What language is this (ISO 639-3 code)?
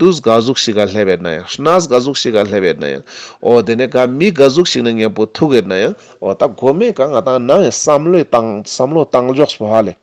lbj